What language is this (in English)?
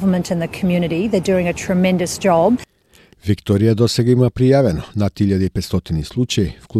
Macedonian